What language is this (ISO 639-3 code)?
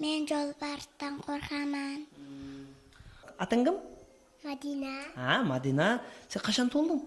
kaa